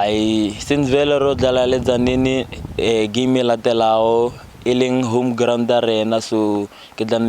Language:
Northern Sotho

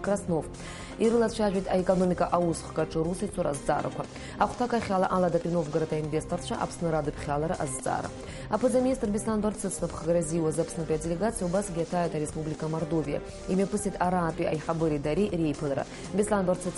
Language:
Abkhazian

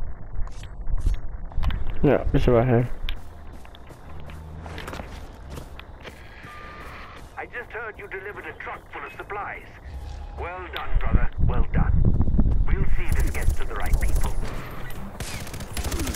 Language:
Dutch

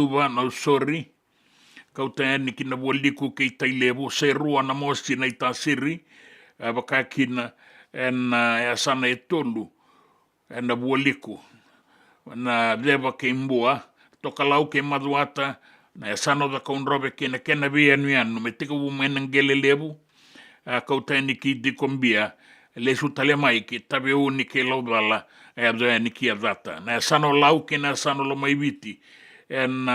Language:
Fijian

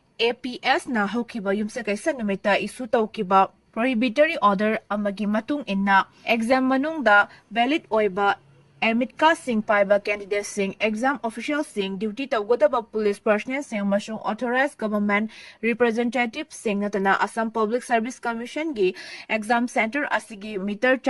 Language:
Manipuri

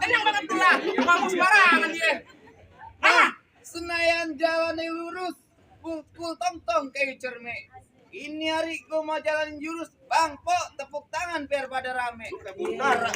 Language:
Betawi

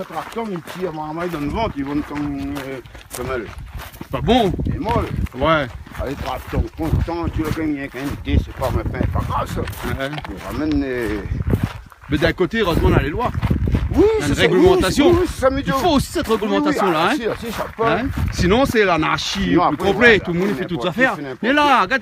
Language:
Réunion Creole French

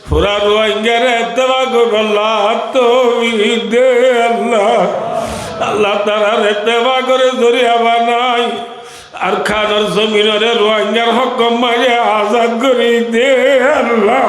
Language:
Rohingya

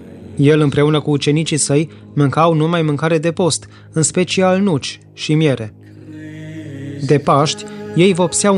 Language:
Romanian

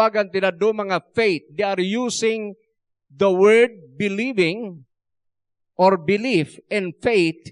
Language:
Iloko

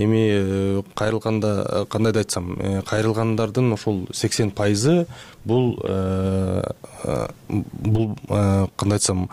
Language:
Kyrgyz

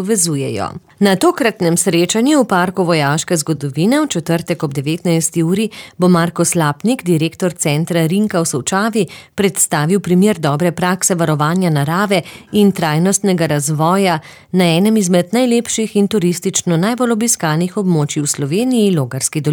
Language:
Slovenian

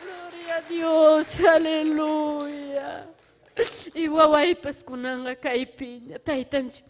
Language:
Ayacucho Quechua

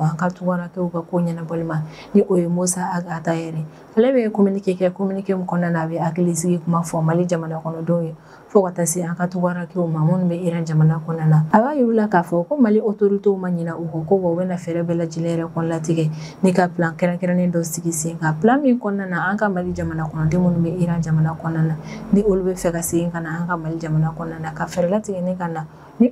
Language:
Bambara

